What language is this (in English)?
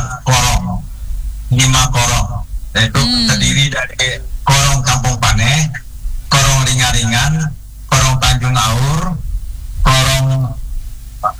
Indonesian